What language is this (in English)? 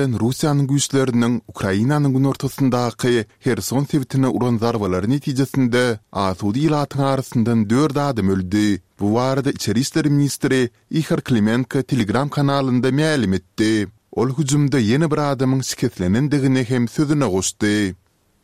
Turkmen